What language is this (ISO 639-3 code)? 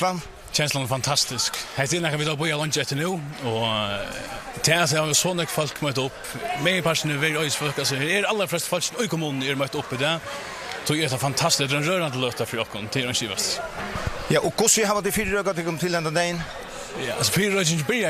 fao